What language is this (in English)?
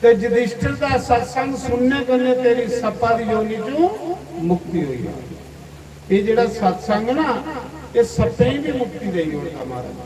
Dogri